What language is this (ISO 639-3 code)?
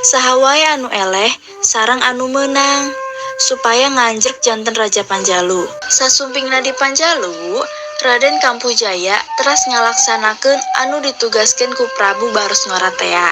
sun